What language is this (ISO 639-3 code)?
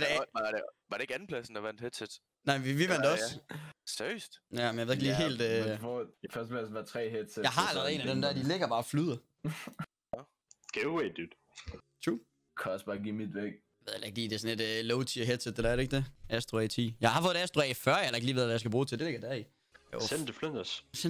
dan